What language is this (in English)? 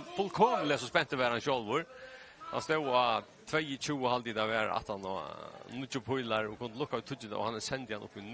Faroese